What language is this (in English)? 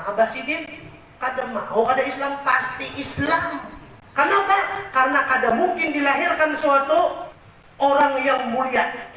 Banjar